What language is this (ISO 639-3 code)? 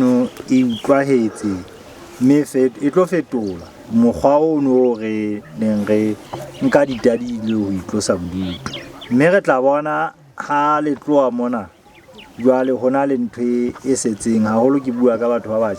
sot